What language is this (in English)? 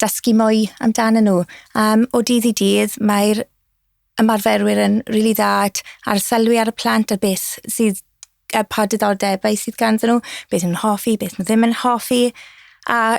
Welsh